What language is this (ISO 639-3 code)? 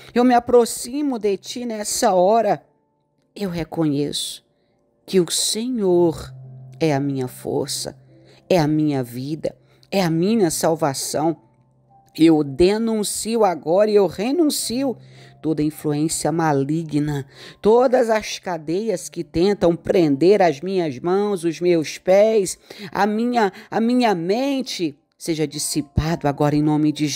por